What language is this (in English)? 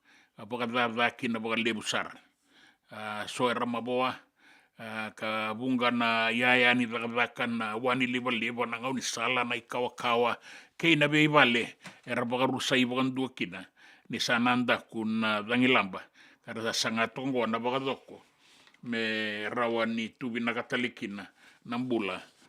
Fijian